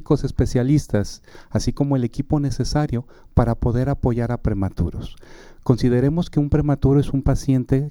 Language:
Spanish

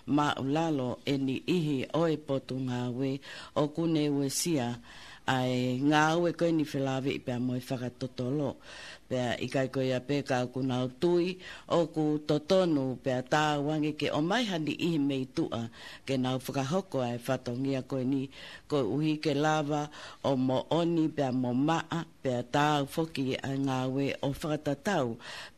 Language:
Tongan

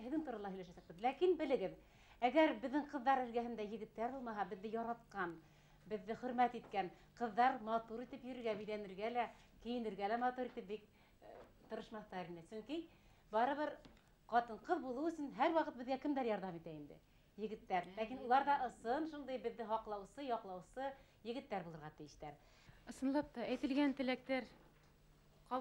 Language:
Bashkir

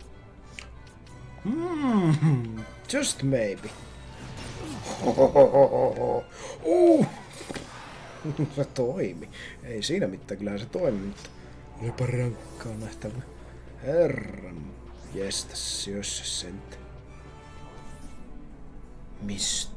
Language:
Finnish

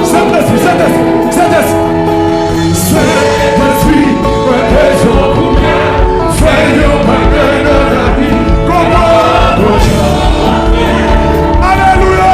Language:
Haitian Creole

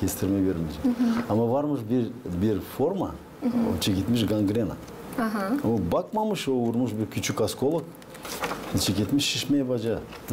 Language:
Gagauz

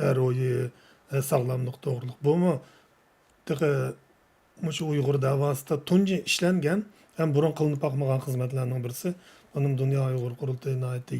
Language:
Uyghur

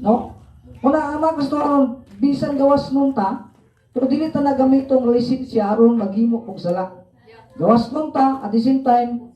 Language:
Cebuano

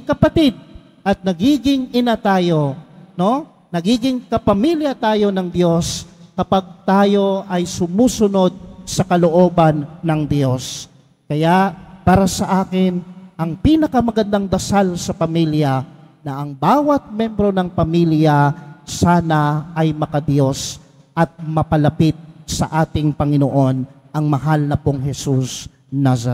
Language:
Filipino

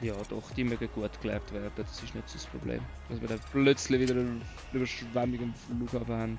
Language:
Swiss German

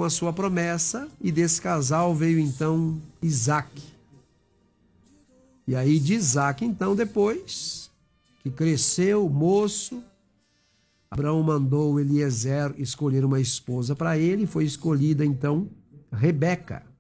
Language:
Portuguese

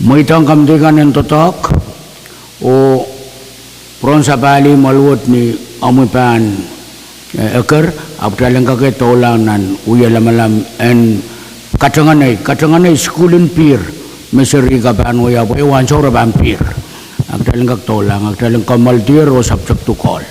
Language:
Pohnpeian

